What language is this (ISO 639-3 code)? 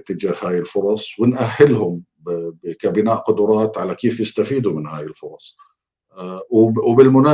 apc